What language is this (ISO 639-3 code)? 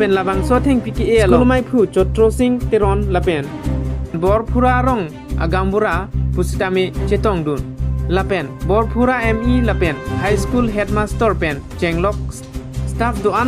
mjw